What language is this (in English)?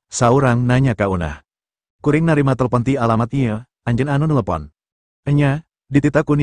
Sundanese